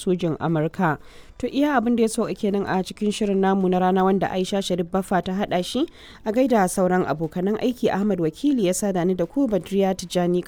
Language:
Hausa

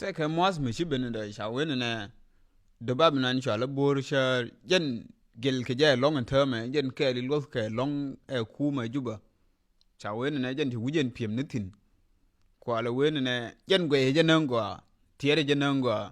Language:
Nuer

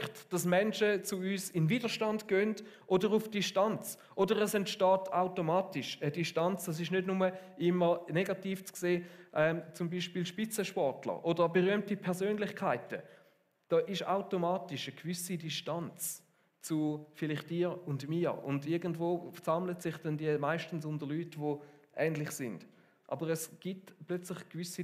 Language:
Swiss German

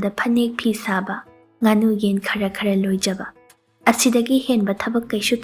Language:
Manipuri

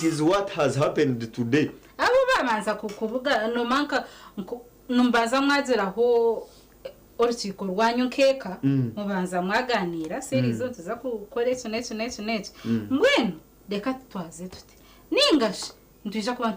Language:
Nyankole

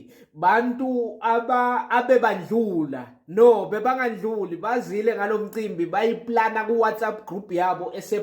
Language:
Zulu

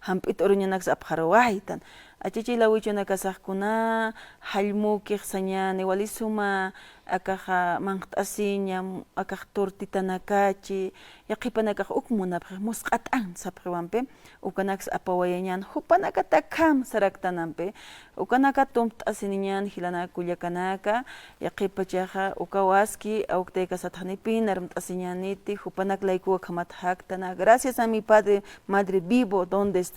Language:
Aymara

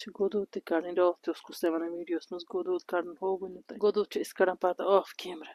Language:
Kashmiri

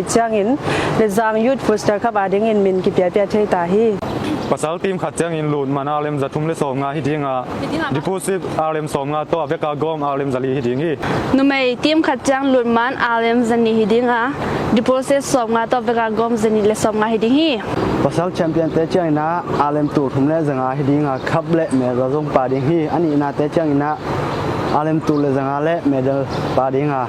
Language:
Tedim Chin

